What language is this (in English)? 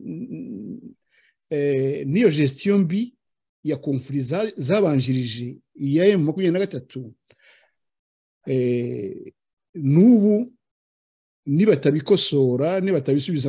Kinyarwanda